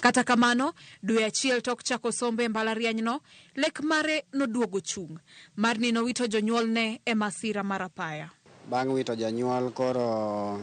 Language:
Luo (Kenya and Tanzania)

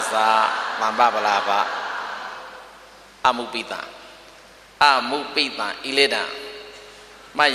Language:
Burmese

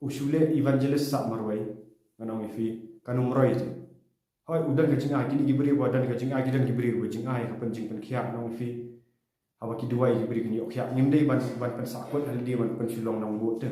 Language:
Khasi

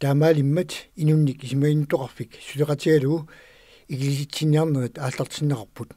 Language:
Kalaallisut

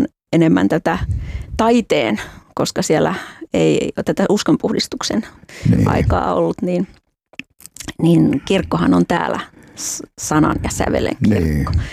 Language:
Finnish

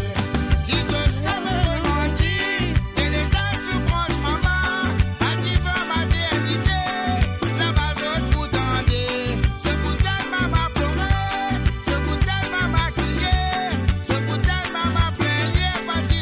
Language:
Morisyen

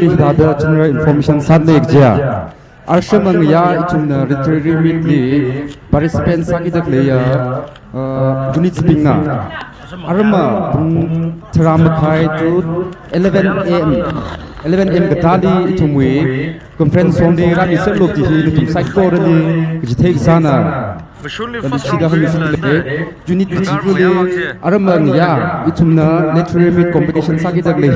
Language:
Tangkhul Naga (India)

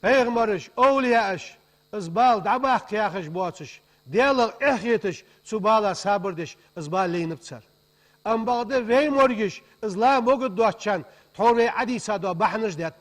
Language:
Ingush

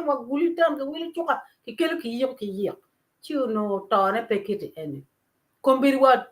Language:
Acoli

